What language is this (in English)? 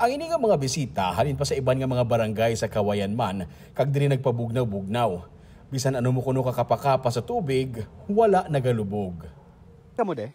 Hiligaynon